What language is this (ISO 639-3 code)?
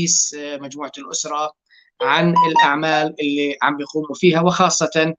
apc